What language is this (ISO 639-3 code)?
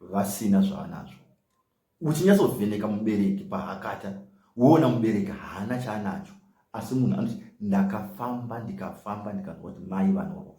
sna